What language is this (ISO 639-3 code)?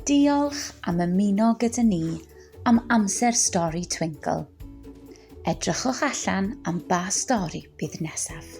cym